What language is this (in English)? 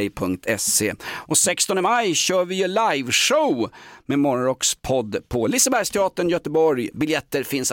Swedish